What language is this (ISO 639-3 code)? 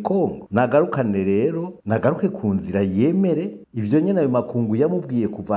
run